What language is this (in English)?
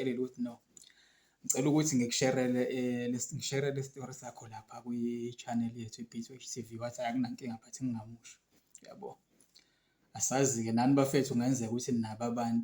Zulu